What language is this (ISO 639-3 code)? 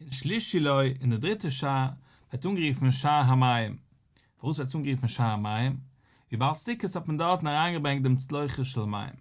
yid